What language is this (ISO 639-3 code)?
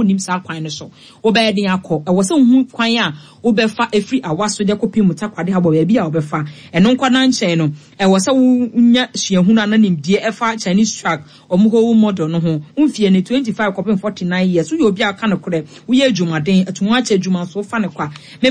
aka